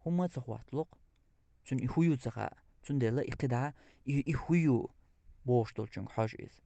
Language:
Chechen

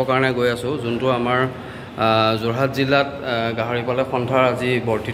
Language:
Assamese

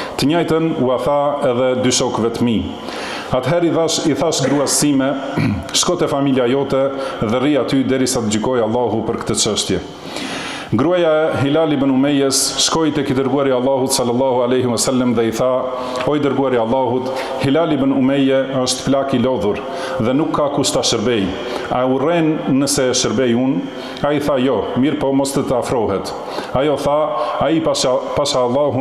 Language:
Albanian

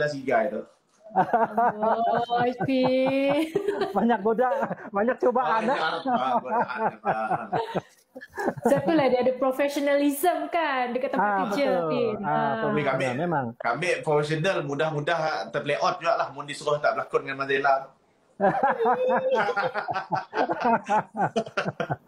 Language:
Malay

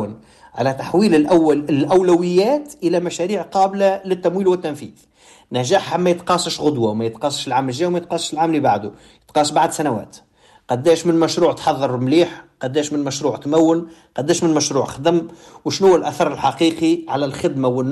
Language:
Tunisian Arabic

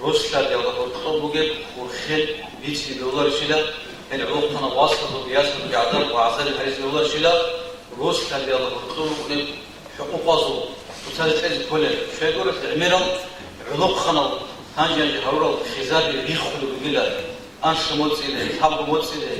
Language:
Avaric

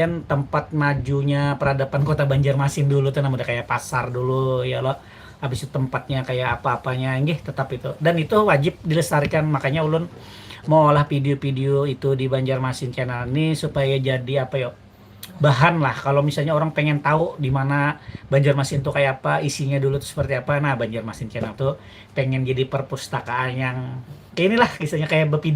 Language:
Banjar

